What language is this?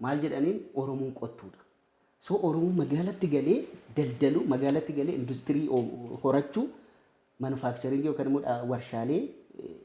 Oromo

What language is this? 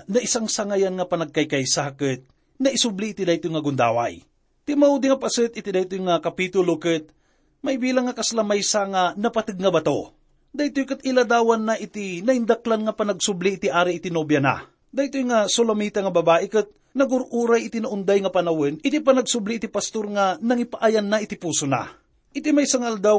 Iloko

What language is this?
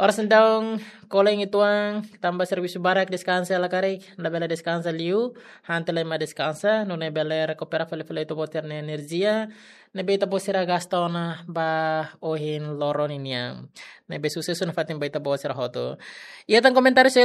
Tetum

